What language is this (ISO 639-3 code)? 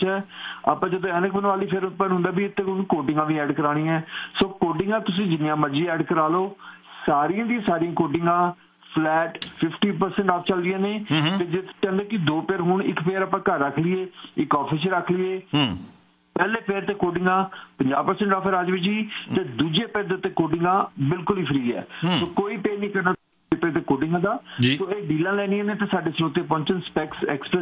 pan